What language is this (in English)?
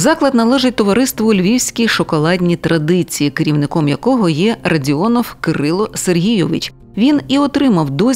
Ukrainian